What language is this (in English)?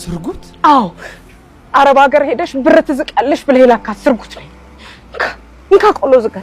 Amharic